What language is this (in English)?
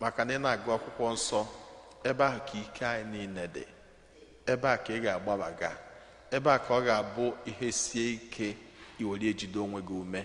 Igbo